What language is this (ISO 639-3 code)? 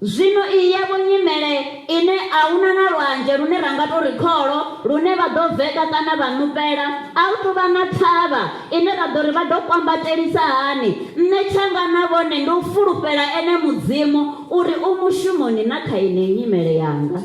ven